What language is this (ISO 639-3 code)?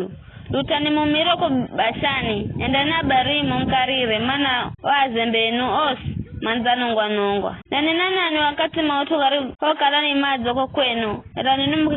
nyf